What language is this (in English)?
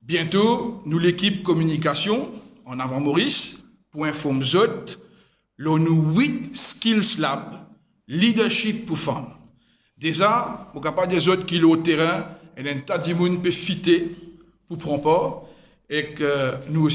Morisyen